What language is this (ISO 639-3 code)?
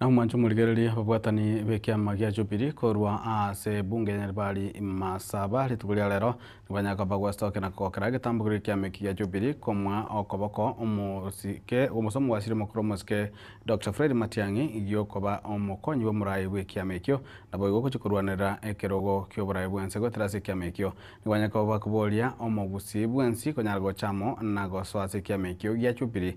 guz